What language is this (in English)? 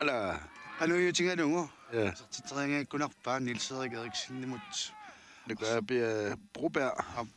Kalaallisut